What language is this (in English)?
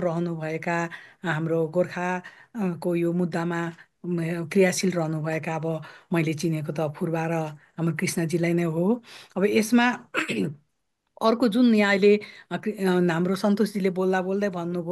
Nepali